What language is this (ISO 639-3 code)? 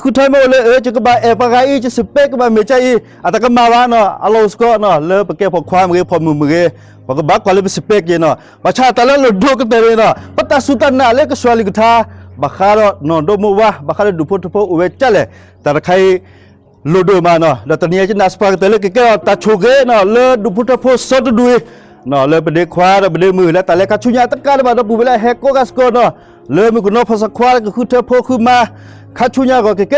ksw